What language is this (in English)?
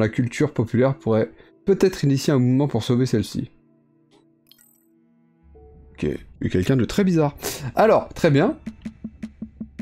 French